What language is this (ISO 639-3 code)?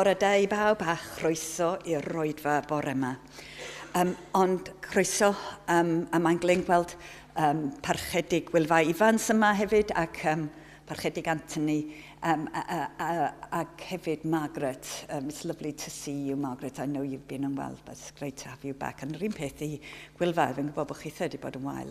cym